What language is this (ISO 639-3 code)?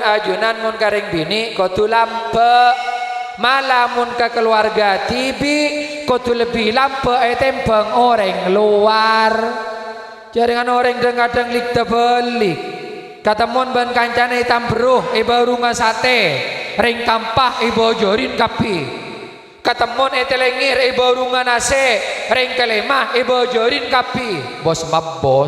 mad